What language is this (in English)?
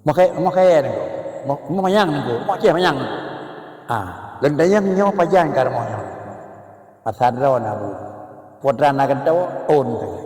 Achinese